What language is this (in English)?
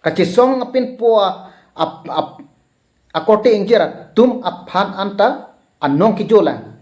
Karbi